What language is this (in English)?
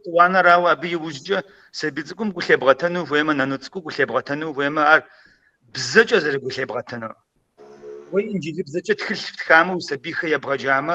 Kabardian